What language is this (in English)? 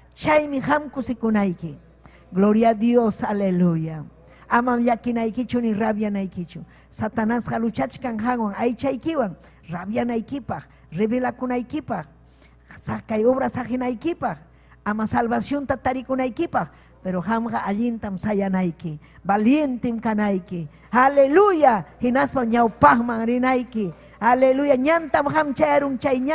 Ayacucho Quechua